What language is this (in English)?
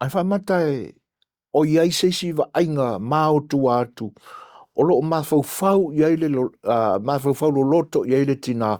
Samoan